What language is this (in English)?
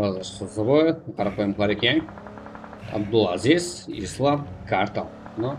Kara-Kalpak